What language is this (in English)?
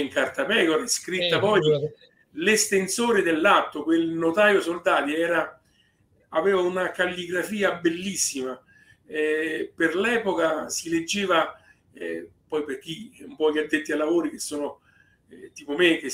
Italian